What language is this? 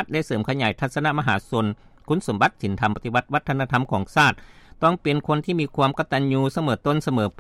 Lao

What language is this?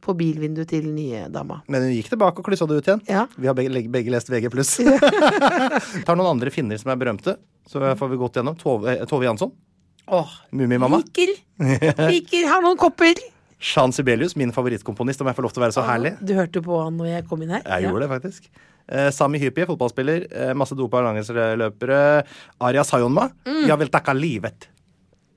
Norwegian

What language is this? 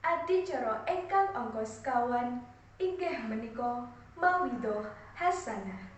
Javanese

